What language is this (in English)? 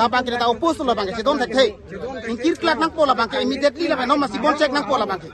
Karbi